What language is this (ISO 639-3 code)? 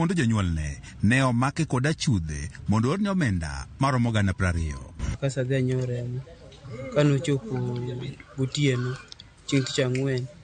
luo